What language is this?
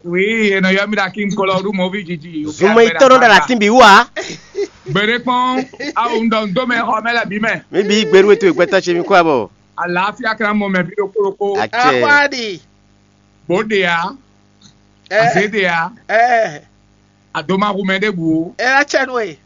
Fon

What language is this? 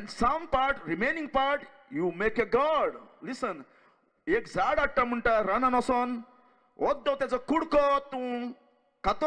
Konkani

